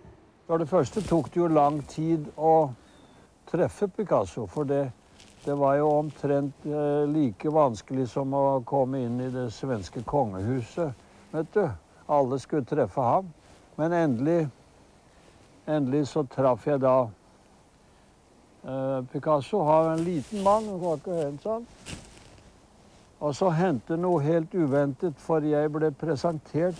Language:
Norwegian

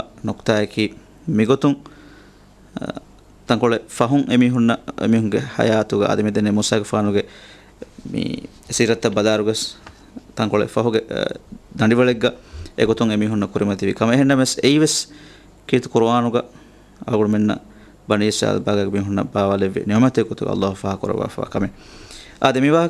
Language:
Divehi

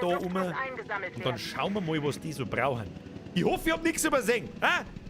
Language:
Bavarian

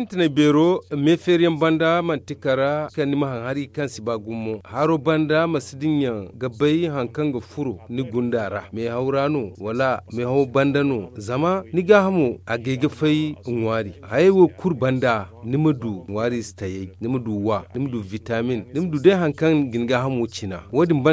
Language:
Zarma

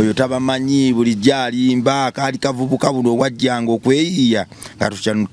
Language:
Ganda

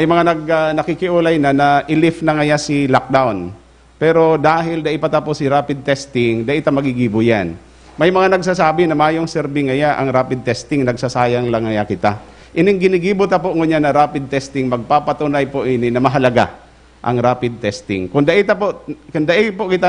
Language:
Bikol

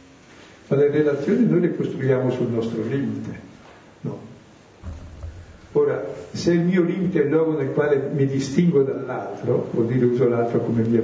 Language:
Italian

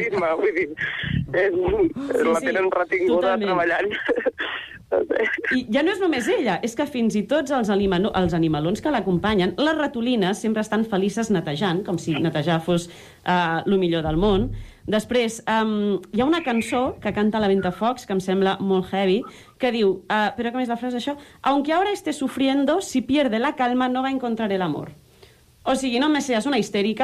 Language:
Catalan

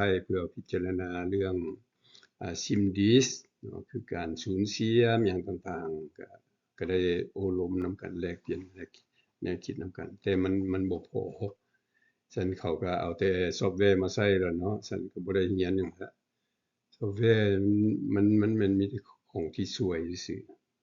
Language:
Lao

